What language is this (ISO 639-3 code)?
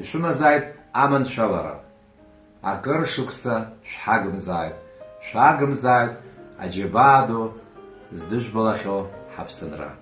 abk